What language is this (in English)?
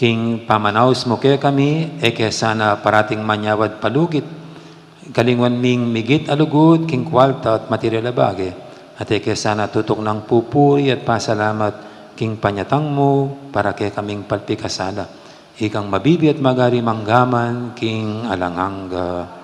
Pampanga